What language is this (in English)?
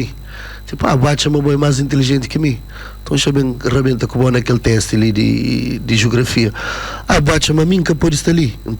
Kabuverdianu